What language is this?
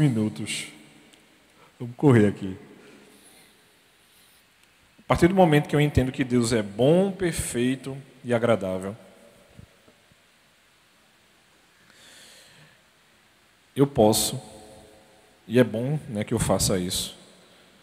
Portuguese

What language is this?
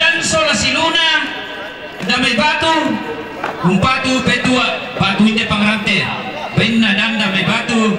Toraja-Sa'dan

